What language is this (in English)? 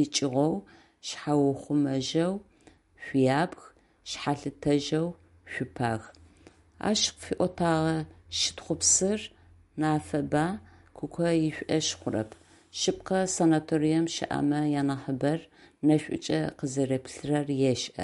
Adyghe